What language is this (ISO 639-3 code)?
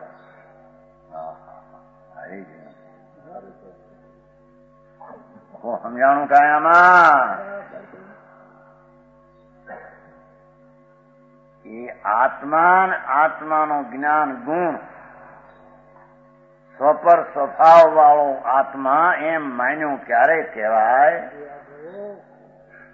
guj